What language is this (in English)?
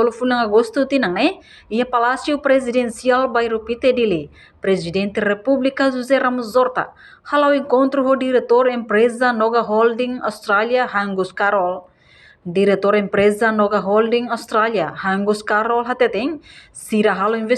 Tetum